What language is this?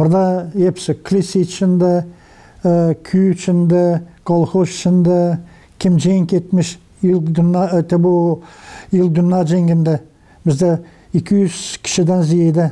Gagauz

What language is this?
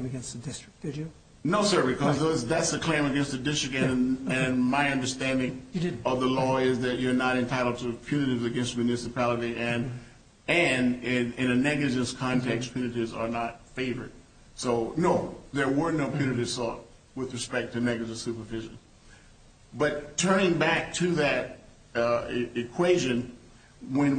English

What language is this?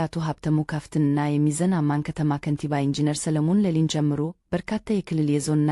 Amharic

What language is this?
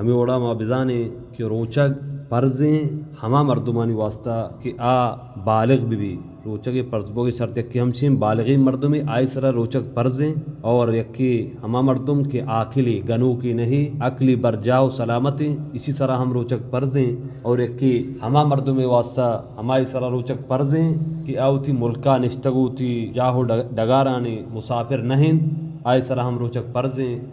Baluchi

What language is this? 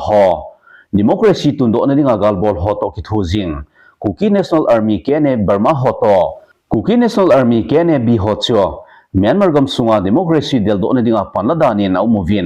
Thado Chin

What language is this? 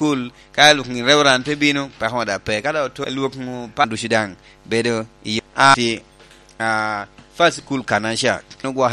Lango (Uganda)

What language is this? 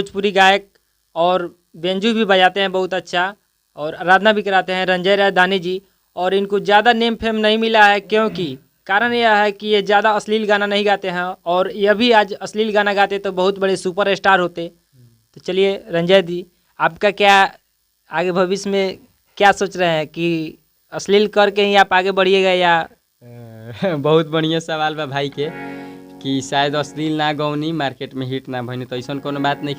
Bhojpuri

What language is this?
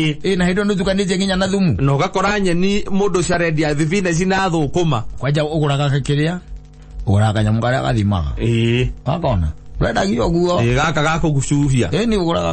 Kikuyu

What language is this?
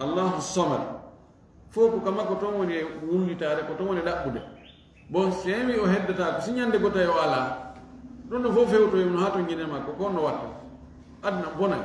Fula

